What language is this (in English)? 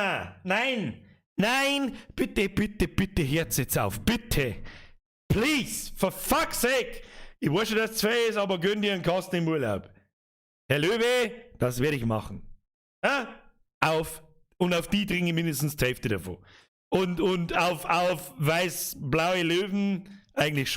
Bavarian